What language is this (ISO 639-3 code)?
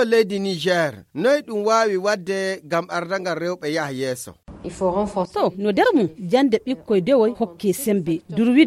ful